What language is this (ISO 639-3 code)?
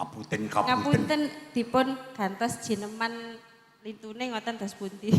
jav